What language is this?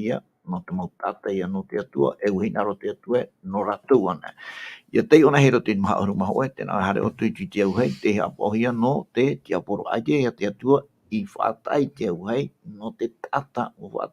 Tahitian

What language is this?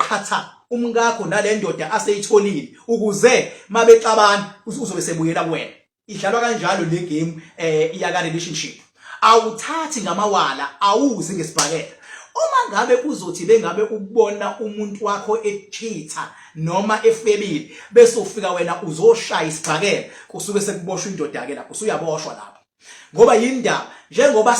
Zulu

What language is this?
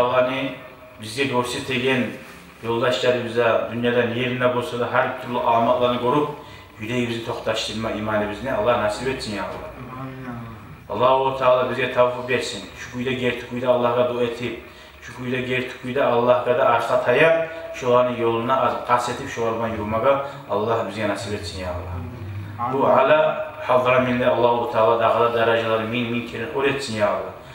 Kumyk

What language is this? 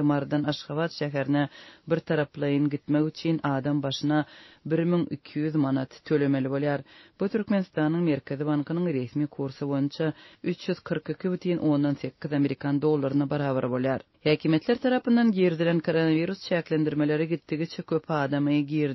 Turkmen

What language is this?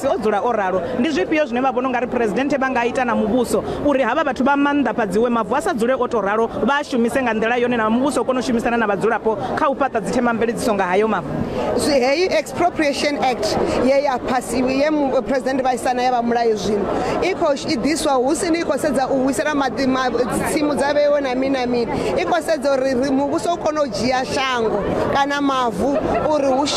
Venda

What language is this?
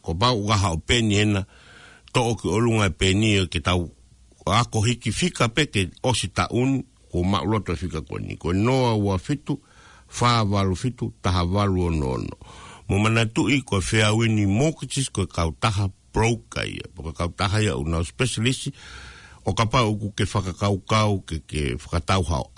Tongan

